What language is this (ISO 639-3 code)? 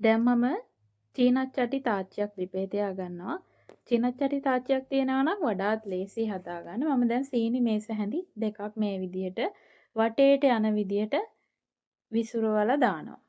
sin